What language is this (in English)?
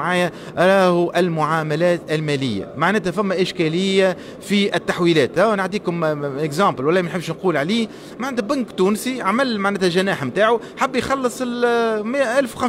Tunisian Arabic